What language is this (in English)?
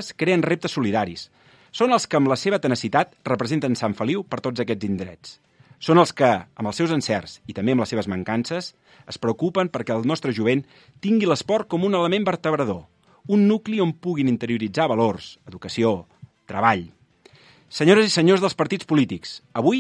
Catalan